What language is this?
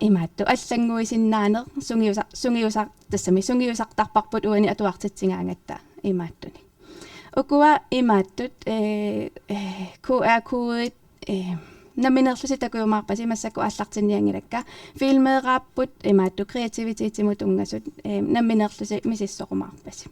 Kalaallisut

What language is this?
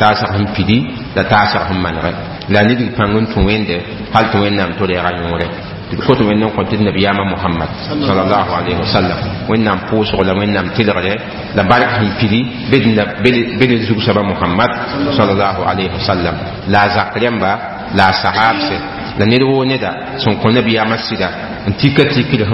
Mossi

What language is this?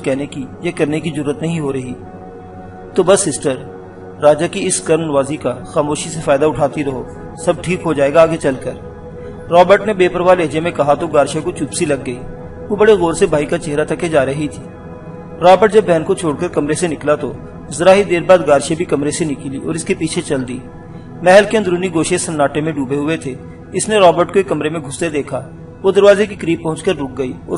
Urdu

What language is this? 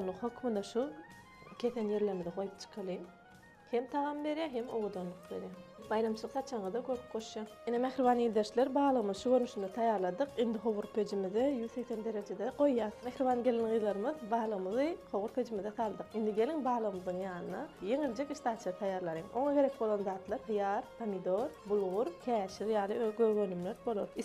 Turkmen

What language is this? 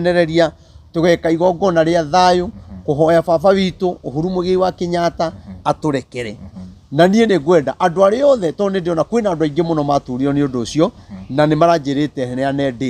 Kikuyu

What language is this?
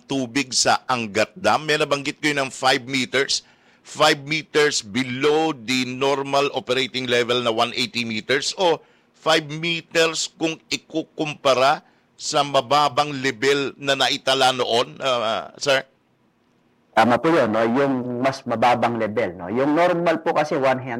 Filipino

